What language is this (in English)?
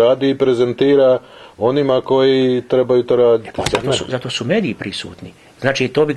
Croatian